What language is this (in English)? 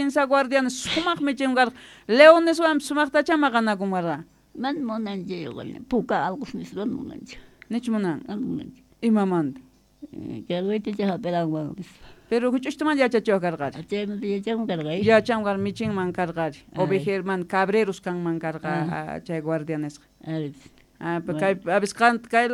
South Bolivian Quechua